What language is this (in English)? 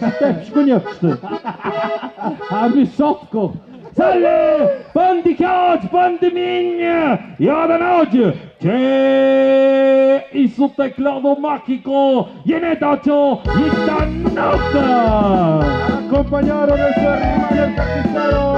Tlahuitoltepec Mixe